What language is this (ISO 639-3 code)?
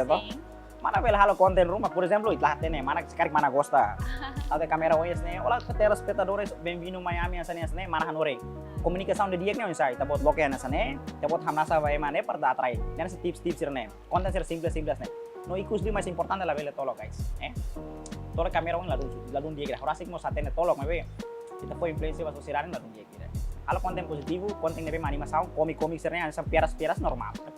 tet